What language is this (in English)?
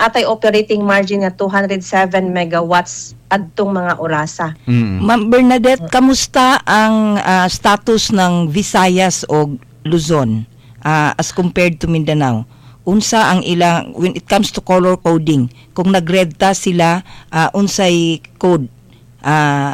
Cebuano